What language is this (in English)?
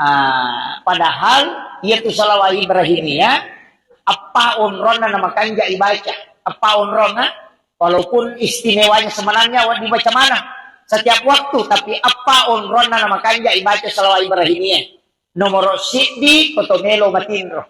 Buginese